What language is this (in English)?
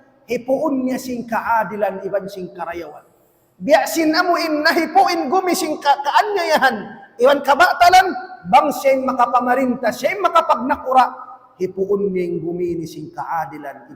Tausug